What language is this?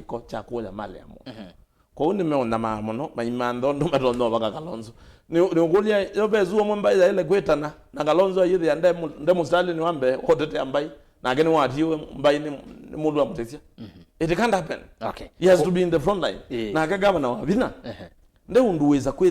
Kamba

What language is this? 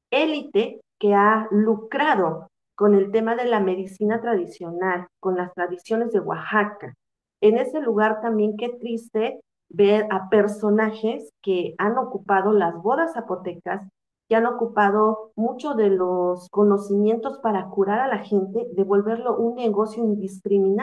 Spanish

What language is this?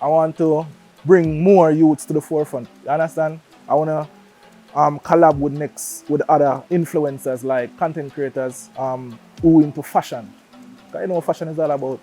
Jamaican Creole English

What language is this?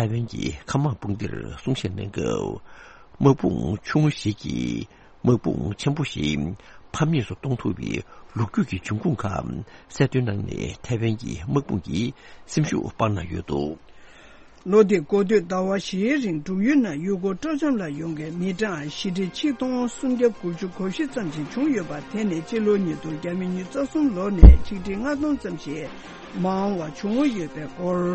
Tibetan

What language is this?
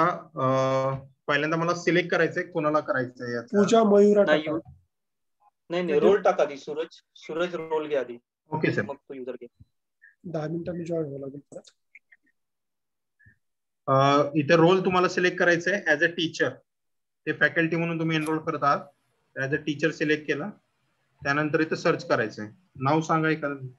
Marathi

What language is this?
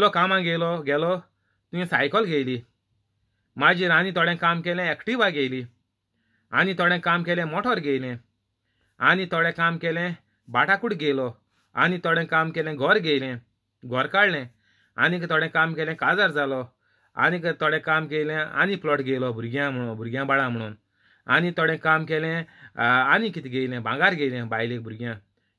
Konkani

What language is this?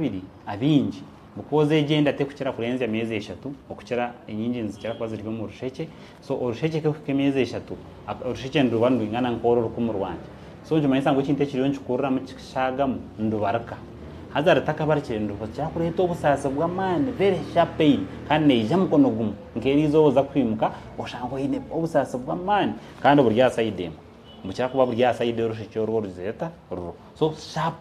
Nyankole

